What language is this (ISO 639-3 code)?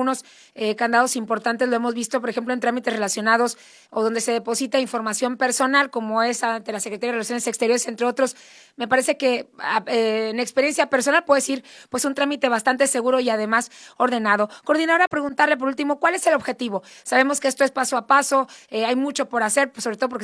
spa